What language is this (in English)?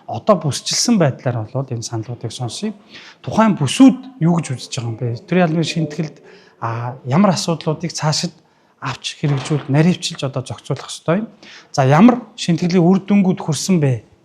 Mongolian